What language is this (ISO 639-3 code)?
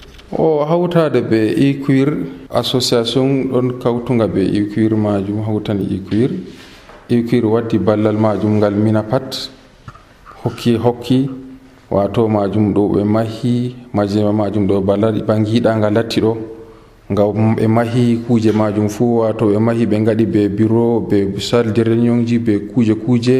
fuv